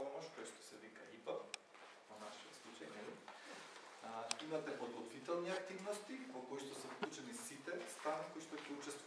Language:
Macedonian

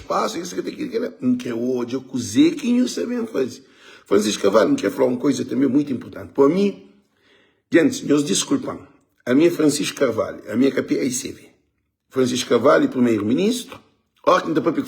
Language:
Kabuverdianu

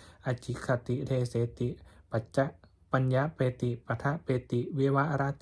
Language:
Pali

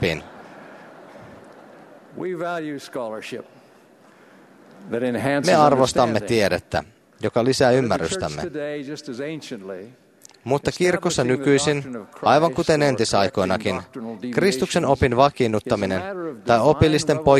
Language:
Finnish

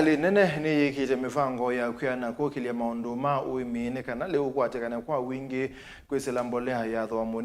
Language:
Kamba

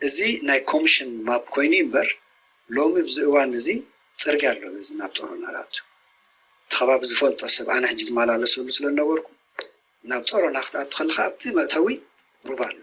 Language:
Tigrinya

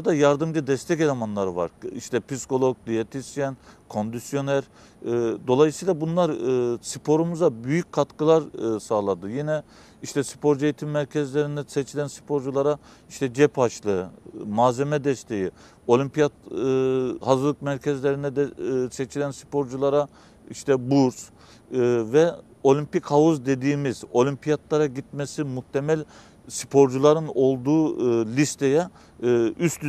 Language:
Turkish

